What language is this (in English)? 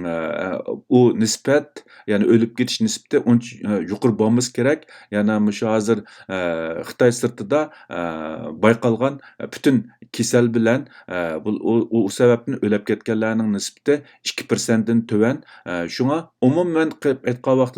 Uyghur